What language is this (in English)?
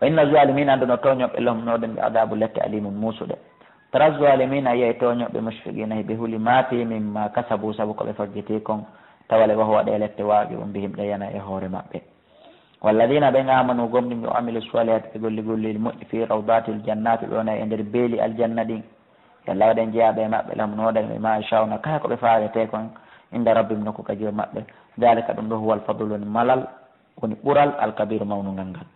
Fula